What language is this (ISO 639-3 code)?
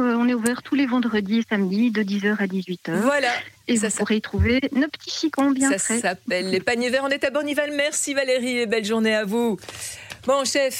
fra